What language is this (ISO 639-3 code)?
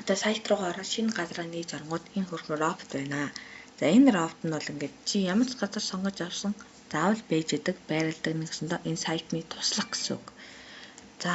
mon